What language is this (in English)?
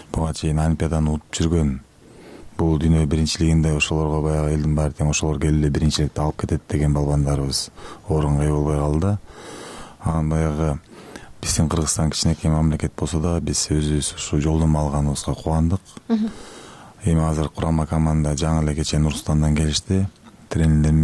Kyrgyz